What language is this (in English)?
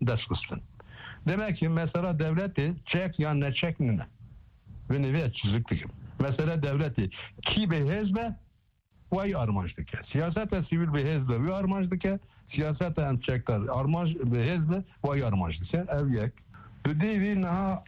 Kurdish